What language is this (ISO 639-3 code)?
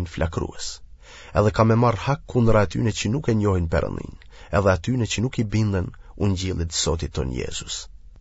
sqi